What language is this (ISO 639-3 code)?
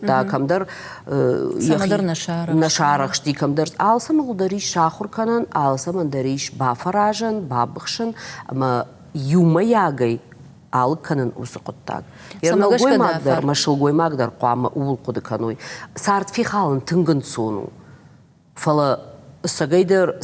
oss